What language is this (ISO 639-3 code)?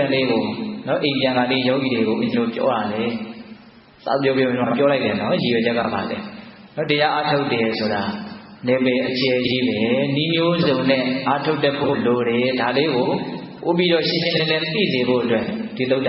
mya